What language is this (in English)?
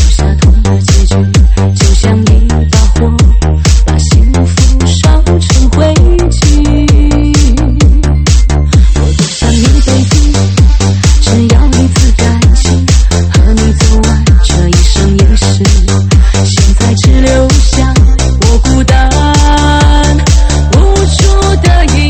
Chinese